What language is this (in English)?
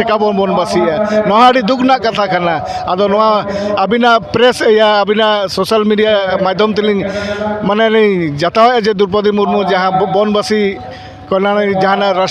Santali